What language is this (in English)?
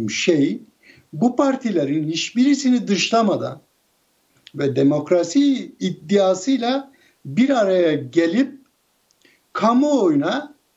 Turkish